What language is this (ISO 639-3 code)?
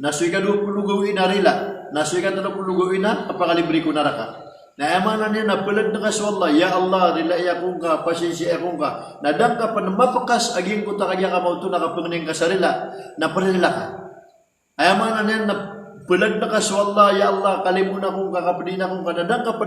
mrw